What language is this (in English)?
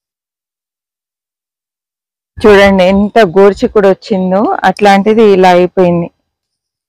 Telugu